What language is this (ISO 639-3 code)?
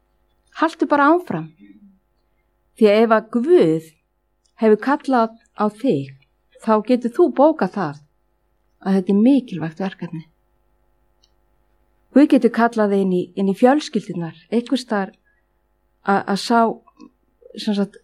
isl